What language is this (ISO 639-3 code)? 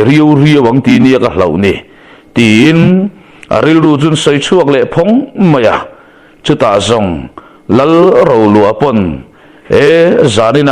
lus